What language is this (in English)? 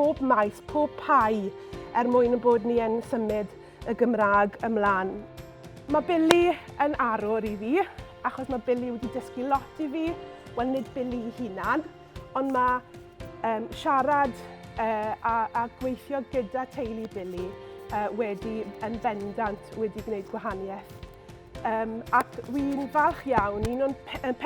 Welsh